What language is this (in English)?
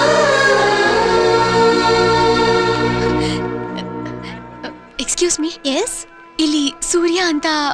Kannada